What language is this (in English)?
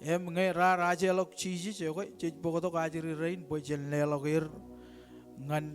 Marshallese